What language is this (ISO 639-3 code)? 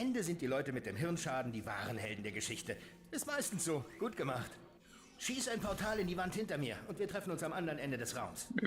gsw